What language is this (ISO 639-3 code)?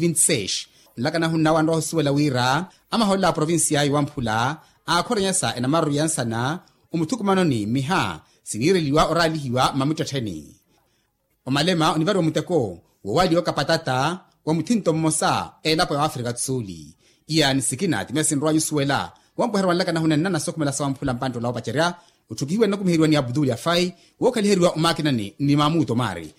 vmw